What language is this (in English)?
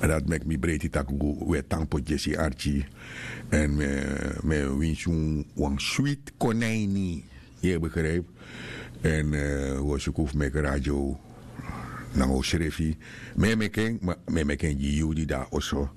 Sranan Tongo